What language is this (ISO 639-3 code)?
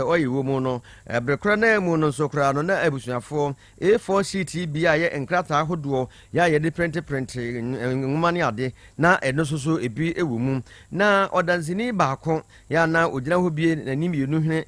aka